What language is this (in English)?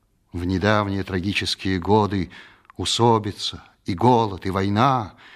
Russian